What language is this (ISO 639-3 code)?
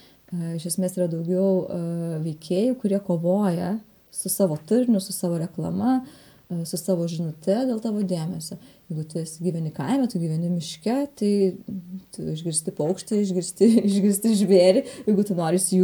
lit